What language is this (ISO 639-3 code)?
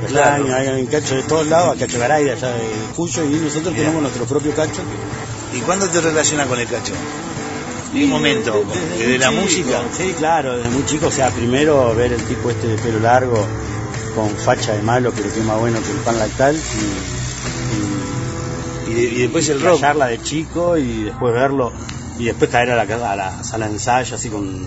spa